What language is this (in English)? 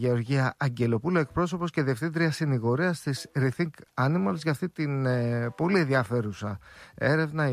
Greek